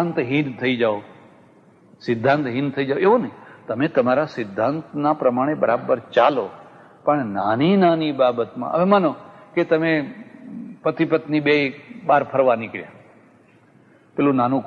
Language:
Gujarati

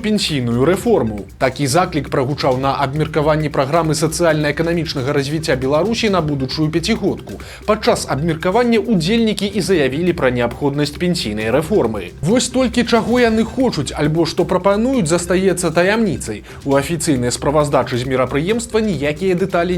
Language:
Belarusian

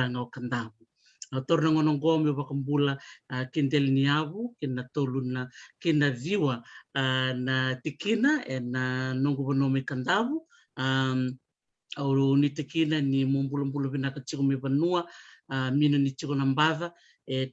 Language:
Fijian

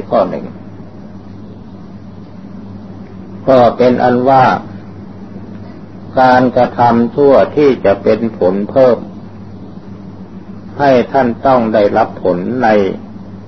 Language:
Thai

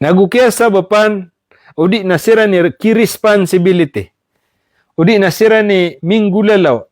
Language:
Maranao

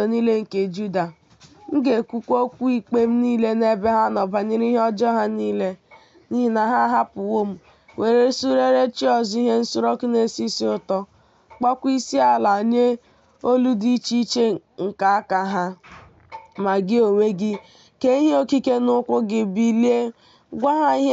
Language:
Igbo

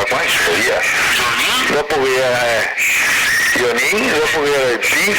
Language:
Venetian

